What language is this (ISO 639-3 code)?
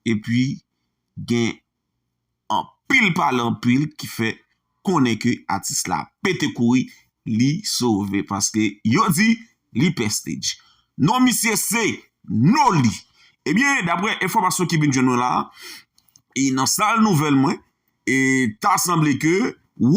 hat